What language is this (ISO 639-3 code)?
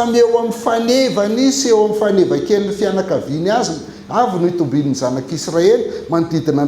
mlg